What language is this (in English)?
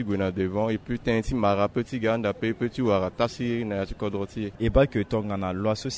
Sango